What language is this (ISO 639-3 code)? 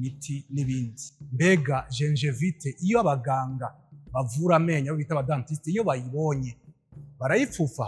run